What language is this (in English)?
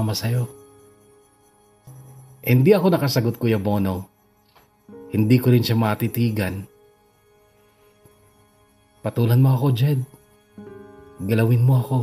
Filipino